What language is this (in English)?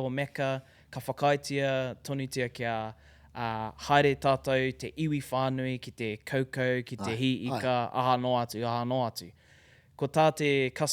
Māori